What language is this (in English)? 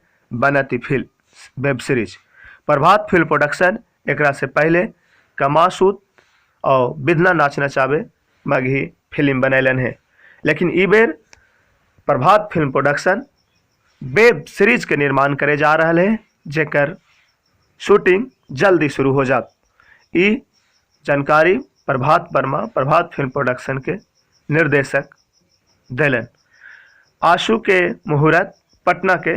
Magahi